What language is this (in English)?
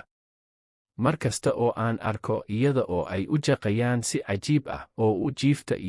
Somali